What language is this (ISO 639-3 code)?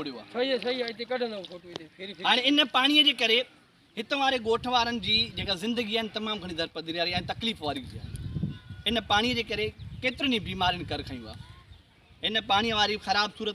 snd